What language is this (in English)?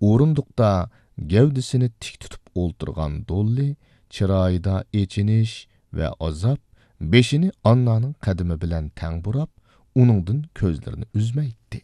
Uyghur